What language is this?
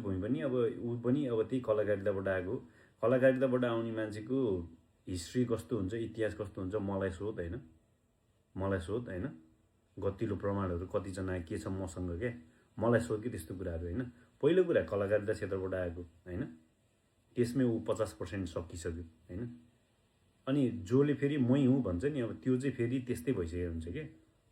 Nepali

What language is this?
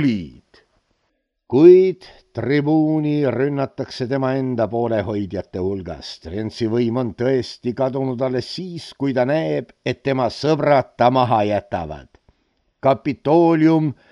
Estonian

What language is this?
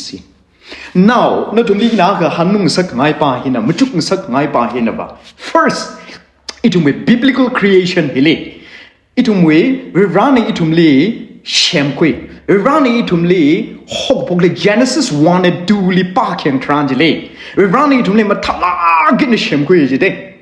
Tangkhul Naga (India)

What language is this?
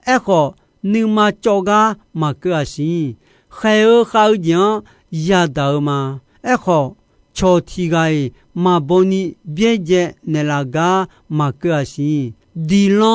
Akha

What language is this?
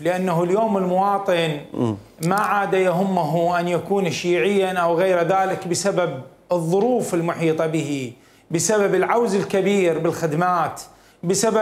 Mesopotamian Arabic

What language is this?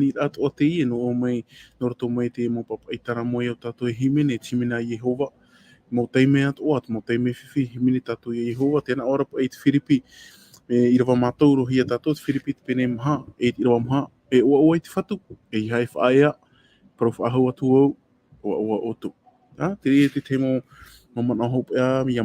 Tahitian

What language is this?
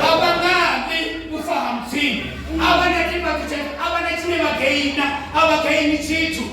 Venda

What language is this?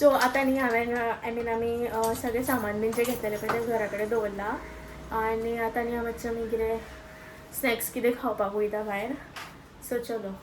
Konkani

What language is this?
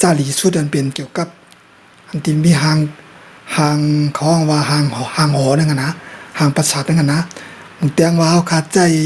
Shan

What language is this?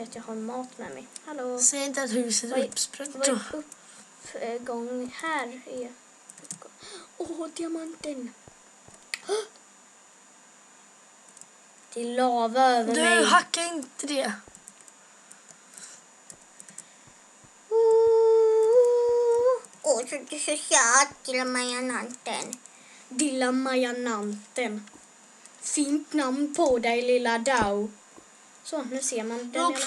Swedish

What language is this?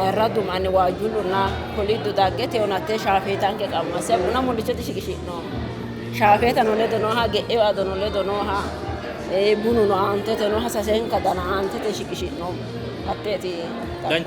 Sidamo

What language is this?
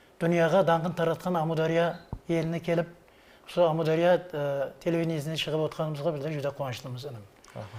Kara-Kalpak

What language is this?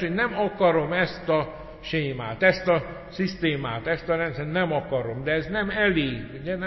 Hungarian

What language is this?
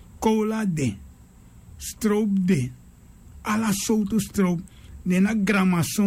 Sranan Tongo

